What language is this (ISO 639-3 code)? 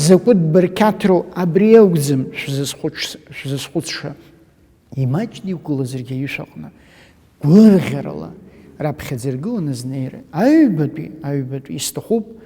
abk